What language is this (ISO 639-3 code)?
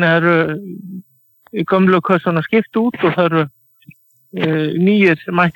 isl